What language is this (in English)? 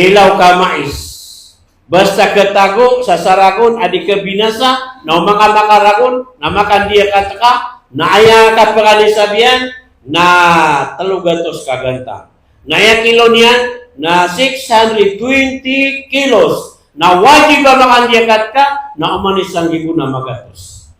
Maranao